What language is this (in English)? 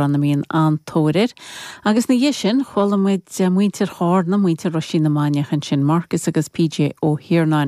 Irish